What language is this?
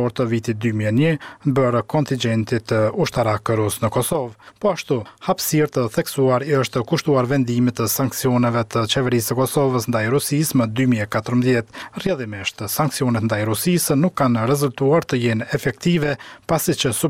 Albanian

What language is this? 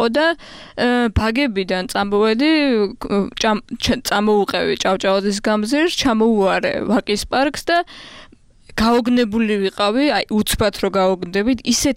Georgian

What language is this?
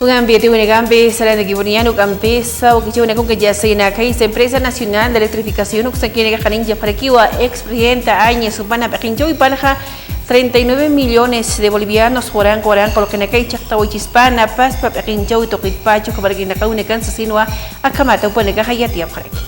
Aymara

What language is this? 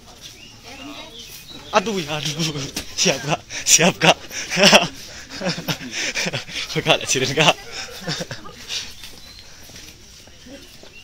Indonesian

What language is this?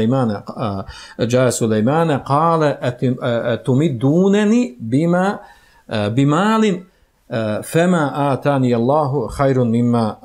Bosnian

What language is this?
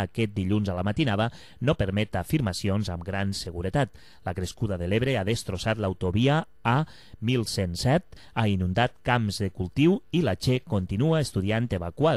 Catalan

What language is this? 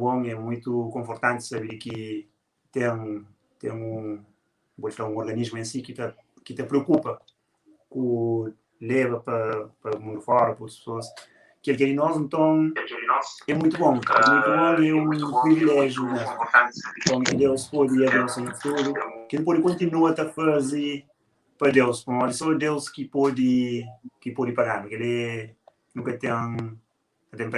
Kabuverdianu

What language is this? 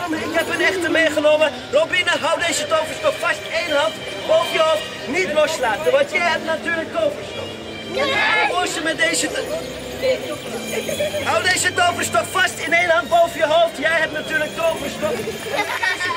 Dutch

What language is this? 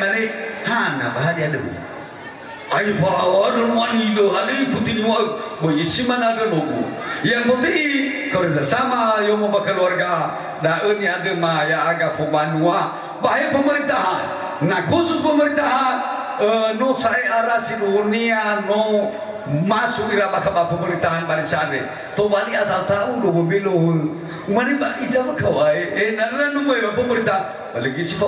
Nias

